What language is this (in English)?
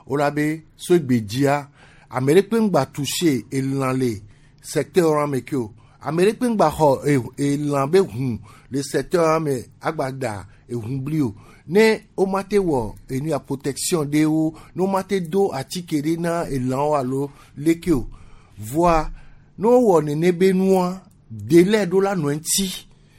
Gen